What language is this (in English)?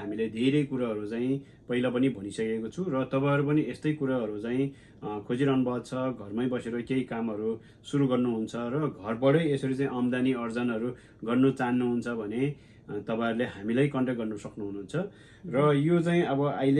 Nepali